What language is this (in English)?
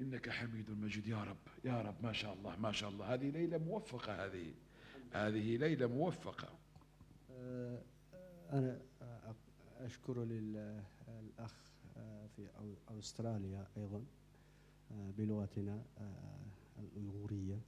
Moroccan Arabic